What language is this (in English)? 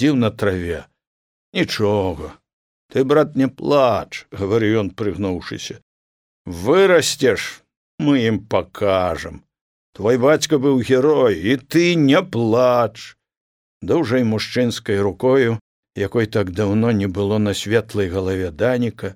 Belarusian